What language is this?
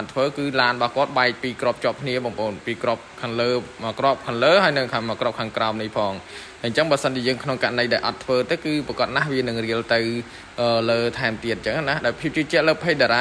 Khmer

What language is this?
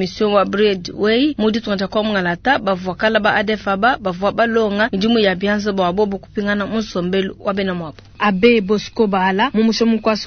Luba-Lulua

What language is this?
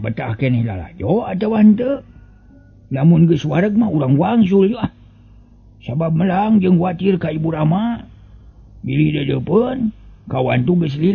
Sundanese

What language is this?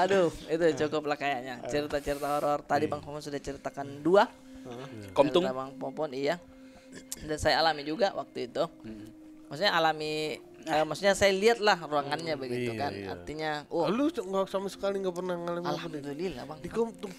Makassar Malay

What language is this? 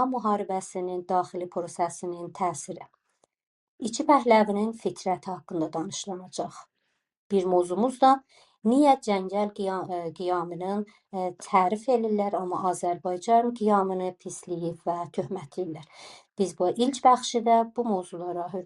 South Azerbaijani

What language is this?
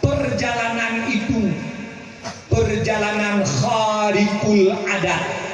Achinese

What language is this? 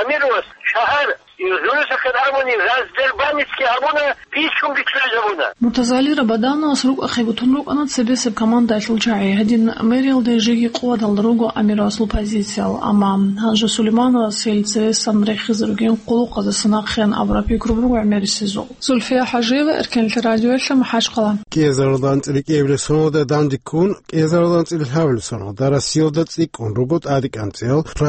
Avaric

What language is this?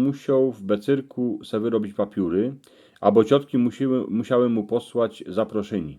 Silesian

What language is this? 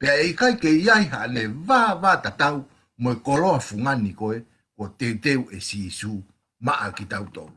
Tongan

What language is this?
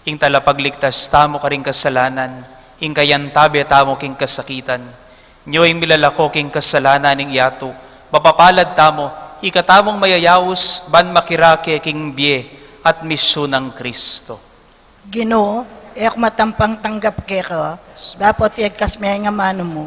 Pampanga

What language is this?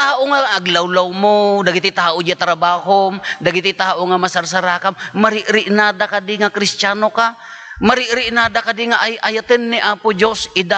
Iloko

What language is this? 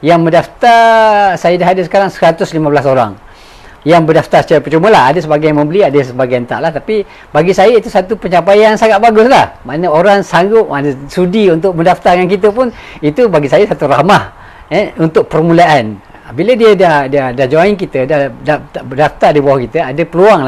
Malay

